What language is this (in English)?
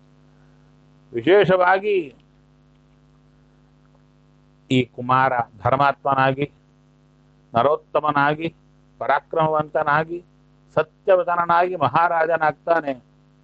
Kannada